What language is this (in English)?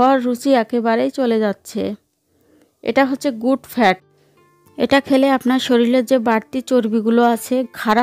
Bangla